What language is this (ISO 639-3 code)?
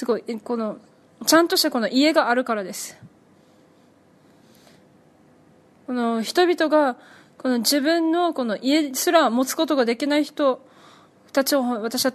jpn